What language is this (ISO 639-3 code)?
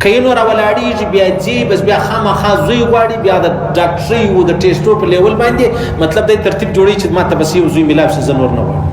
pus